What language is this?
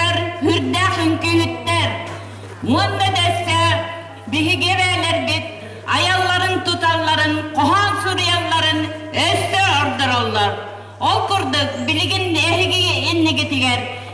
Yakut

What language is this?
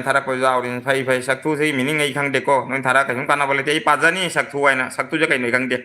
Manipuri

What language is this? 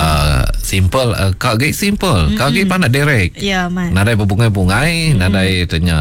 Iban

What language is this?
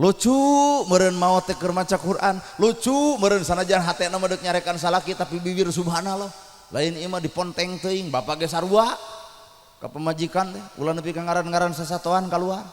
Sundanese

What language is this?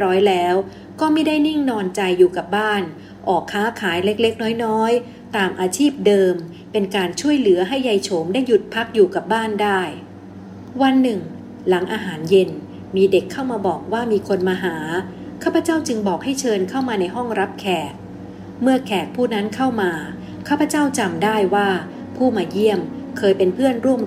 Thai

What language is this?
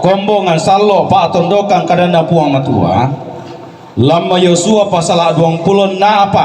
Toraja-Sa'dan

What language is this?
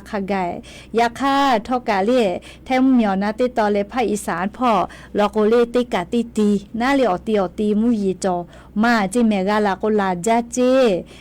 Lahu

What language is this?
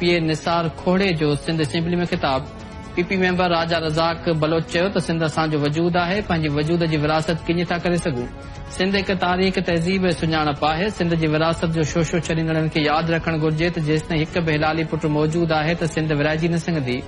Sindhi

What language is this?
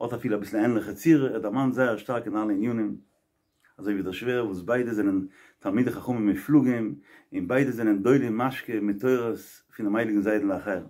Yiddish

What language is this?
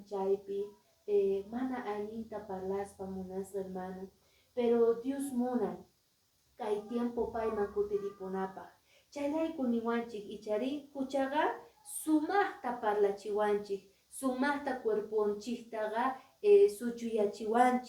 Quechua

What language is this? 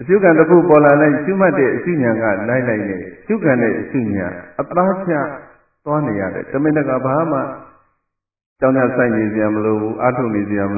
Burmese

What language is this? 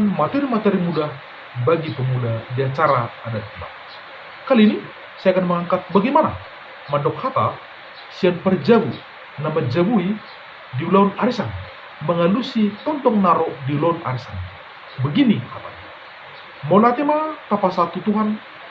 Batak Toba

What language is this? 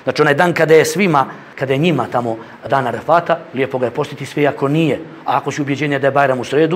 Bosnian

